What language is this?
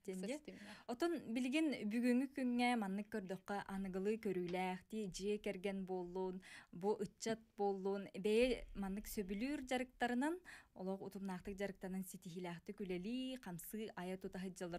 Yakut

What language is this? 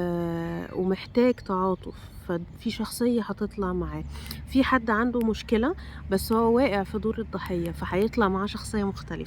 Egyptian Arabic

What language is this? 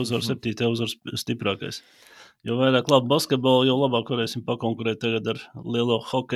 Latvian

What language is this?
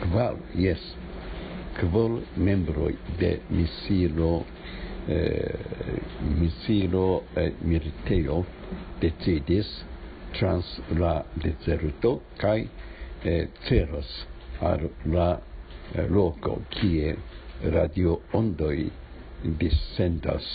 Esperanto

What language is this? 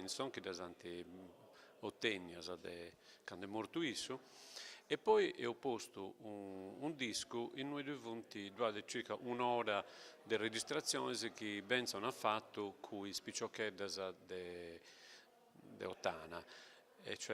Sardinian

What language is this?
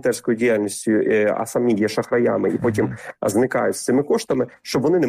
Ukrainian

